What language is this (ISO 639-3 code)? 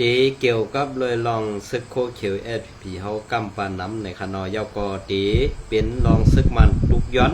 shn